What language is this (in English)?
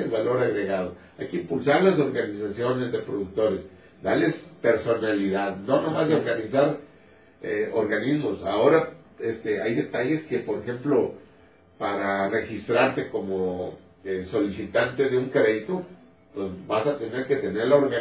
Spanish